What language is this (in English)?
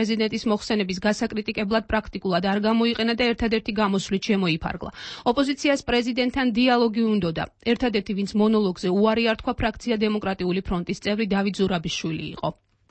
Georgian